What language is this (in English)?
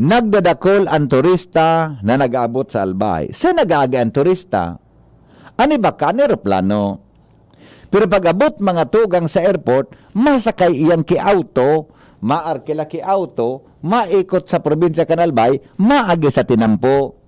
Bikol